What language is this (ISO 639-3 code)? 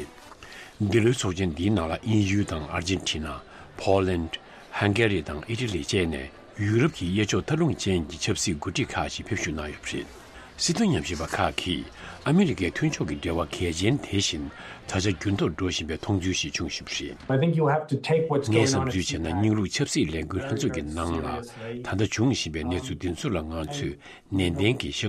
bod